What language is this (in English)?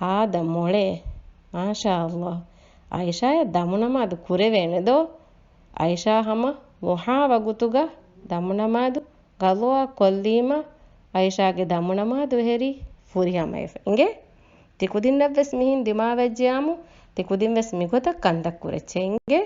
Divehi